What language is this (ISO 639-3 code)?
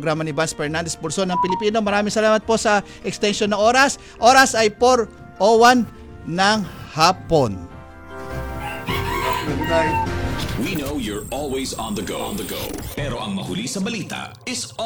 fil